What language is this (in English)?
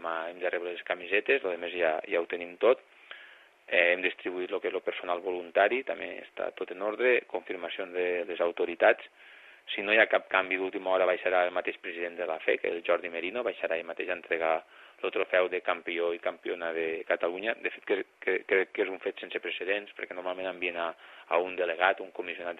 Catalan